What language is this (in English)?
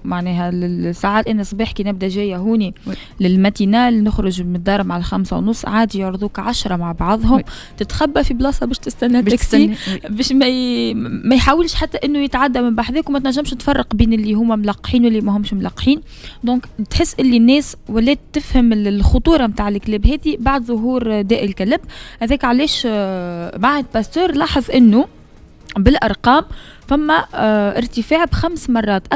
Tunisian Arabic